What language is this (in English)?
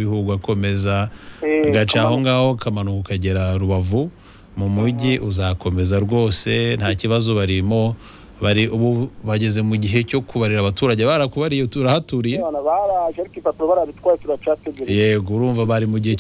Kinyarwanda